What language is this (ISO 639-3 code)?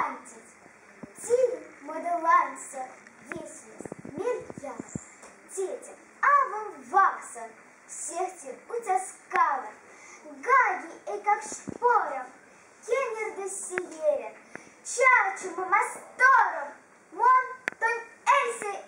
myv